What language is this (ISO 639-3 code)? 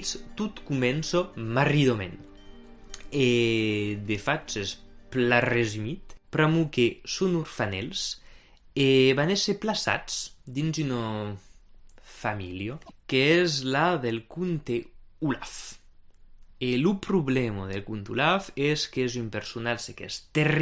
oci